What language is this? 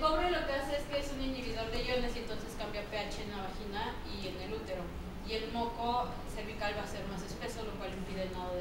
Spanish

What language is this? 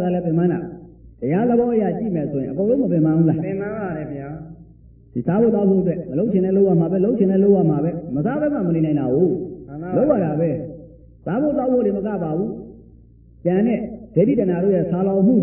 Burmese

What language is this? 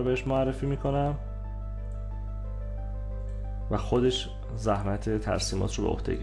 Persian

